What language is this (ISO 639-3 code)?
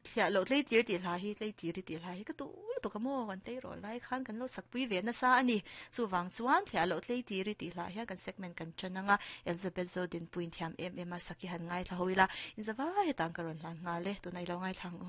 lus